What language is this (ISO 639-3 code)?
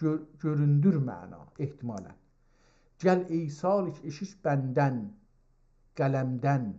azb